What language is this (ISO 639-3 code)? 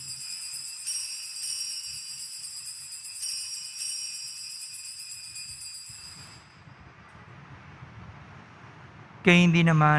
fil